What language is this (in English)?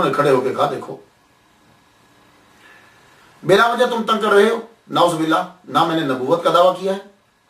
Urdu